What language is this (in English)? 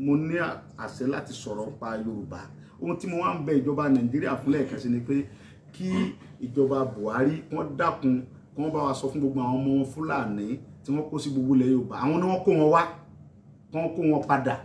Yoruba